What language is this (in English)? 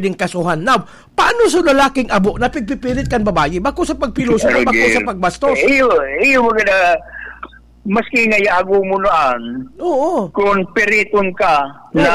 Bikol